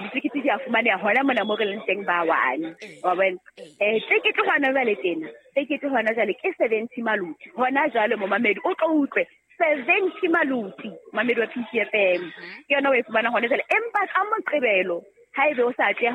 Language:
Southern Sotho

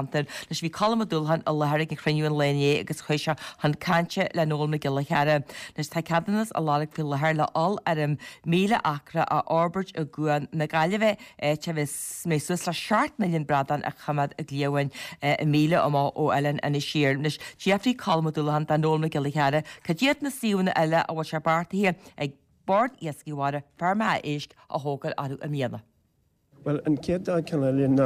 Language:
Irish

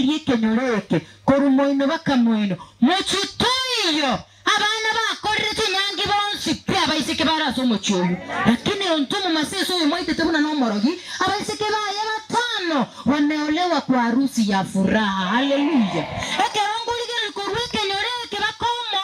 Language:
Gusii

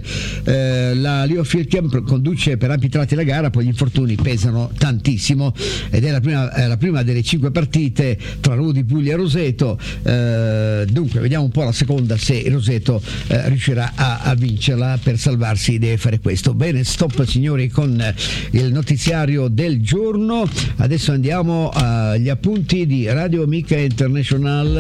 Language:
Italian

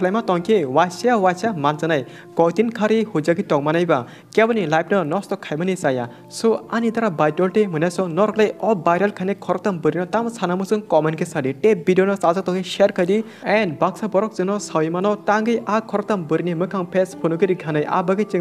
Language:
Kok Borok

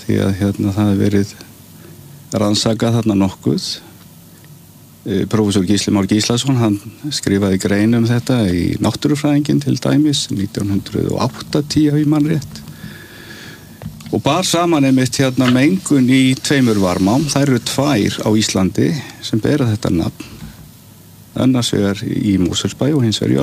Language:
Icelandic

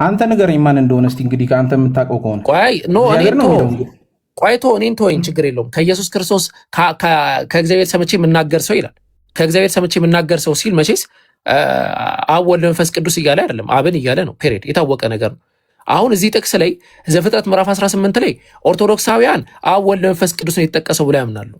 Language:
Amharic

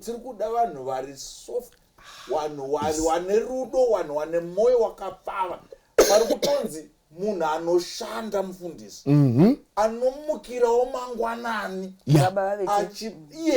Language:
Shona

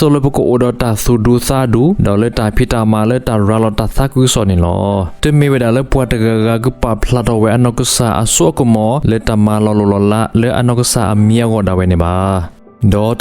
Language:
S'gaw Karen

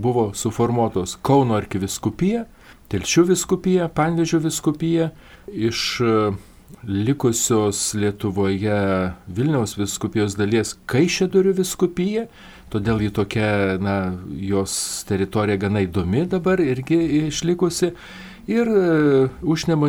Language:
Lithuanian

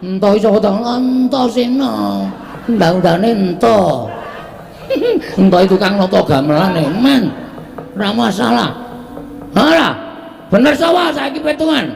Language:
Javanese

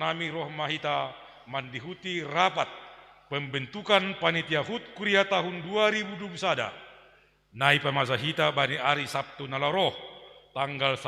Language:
Batak Simalungun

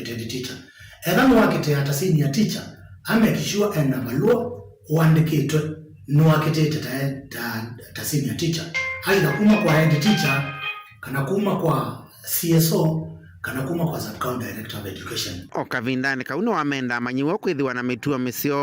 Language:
Kamba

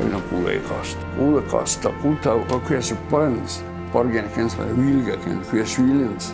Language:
Ossetic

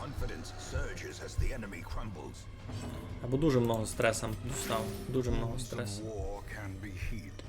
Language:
Rusyn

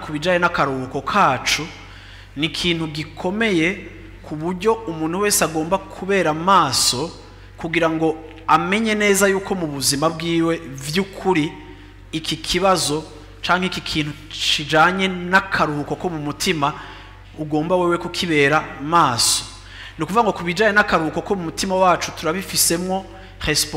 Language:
Rundi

